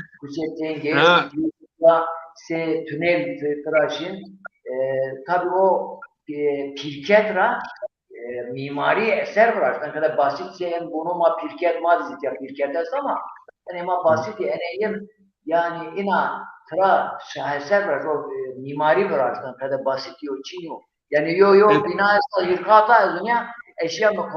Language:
Zaza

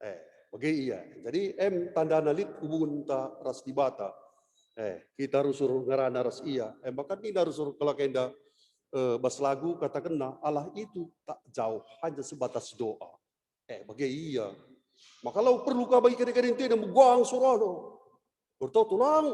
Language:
Batak Karo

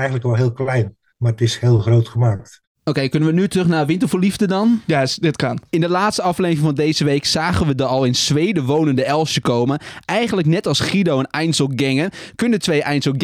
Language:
Dutch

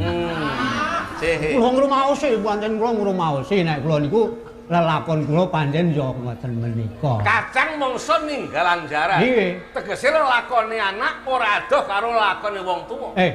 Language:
Javanese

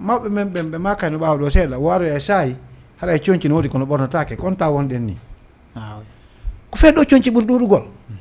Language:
Fula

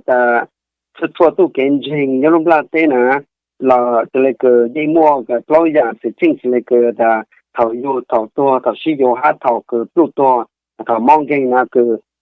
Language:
Hmong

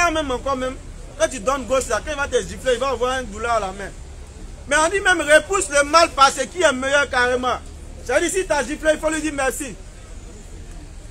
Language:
French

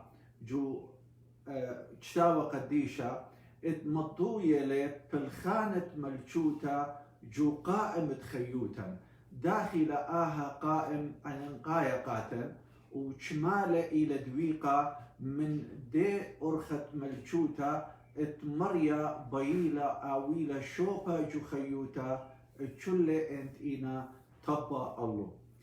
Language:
Assyrian Neo-Aramaic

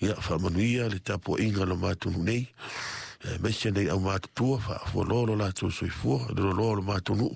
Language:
Samoan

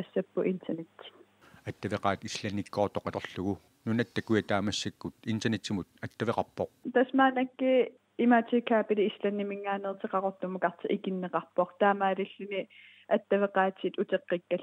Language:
Kalaallisut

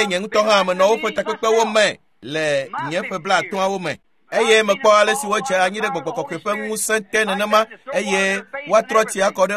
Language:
Ewe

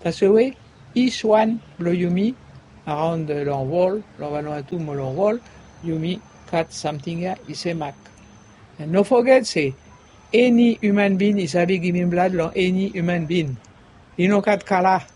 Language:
Bislama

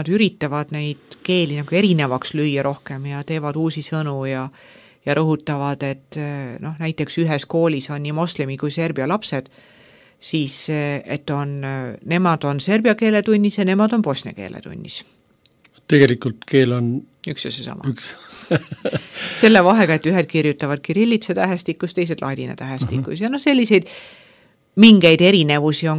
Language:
Estonian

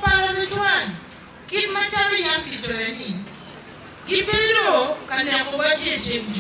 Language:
Acoli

